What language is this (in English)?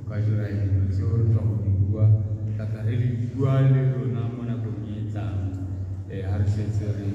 Tswana